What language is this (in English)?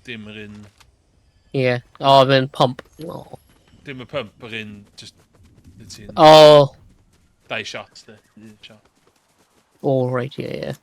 Welsh